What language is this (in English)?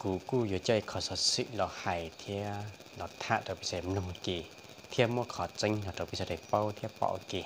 Hmong